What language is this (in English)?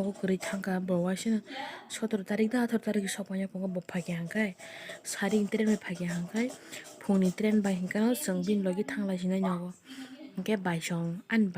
Kok Borok